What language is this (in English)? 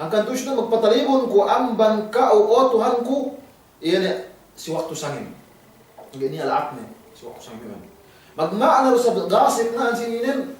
Yakan